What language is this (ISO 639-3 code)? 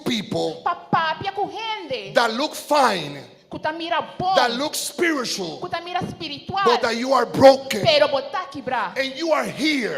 pap